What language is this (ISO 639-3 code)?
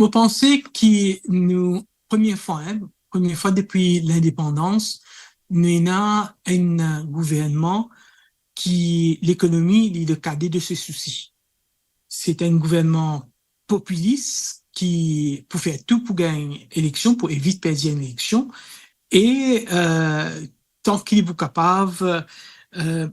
mfe